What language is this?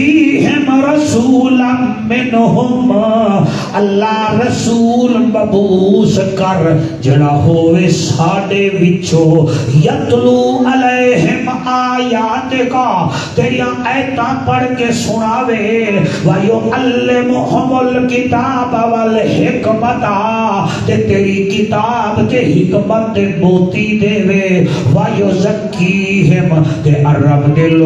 Saraiki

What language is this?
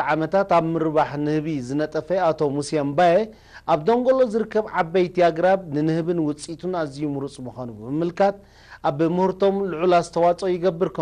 Tigrinya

